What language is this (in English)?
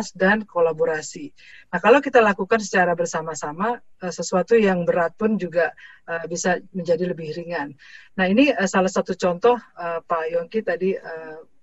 Indonesian